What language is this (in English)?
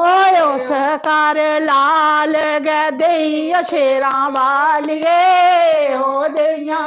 Dogri